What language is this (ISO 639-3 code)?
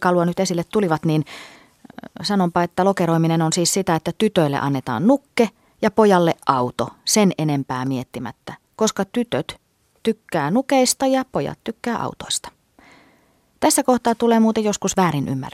fin